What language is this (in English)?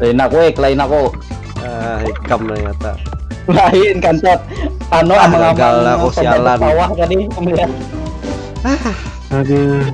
Banjar